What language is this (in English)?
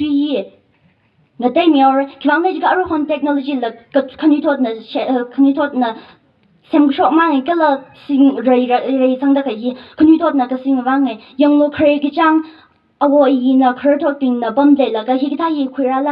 Tangkhul Naga (India)